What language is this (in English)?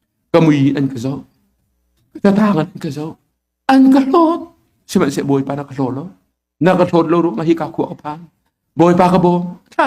Hakha Chin